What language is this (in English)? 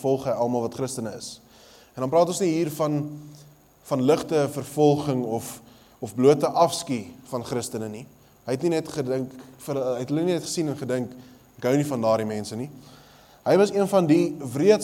Afrikaans